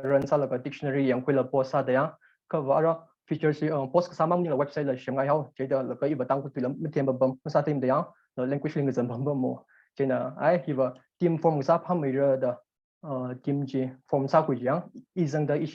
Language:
Tangkhul Naga (India)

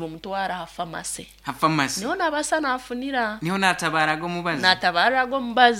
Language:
Nyankole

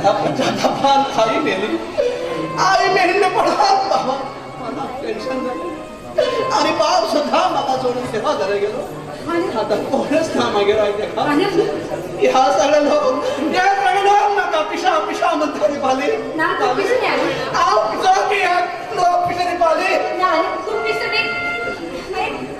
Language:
Konkani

